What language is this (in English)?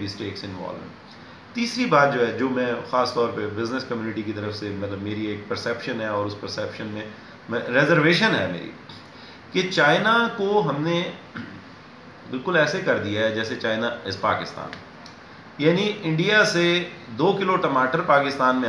Urdu